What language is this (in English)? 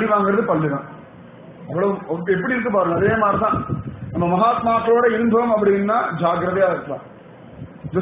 Tamil